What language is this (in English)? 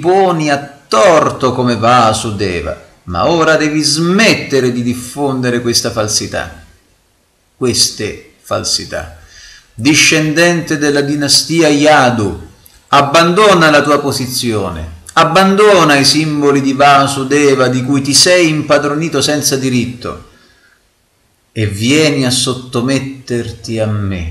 Italian